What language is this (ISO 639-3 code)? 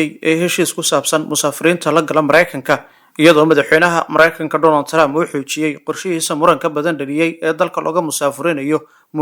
som